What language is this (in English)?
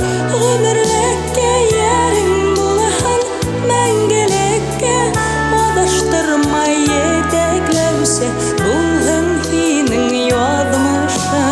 Bashkir